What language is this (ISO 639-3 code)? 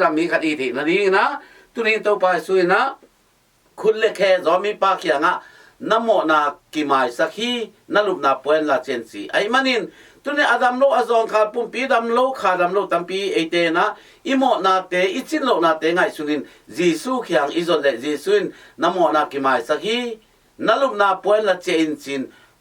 ctd